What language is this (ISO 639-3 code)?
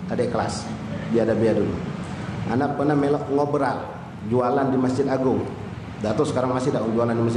mui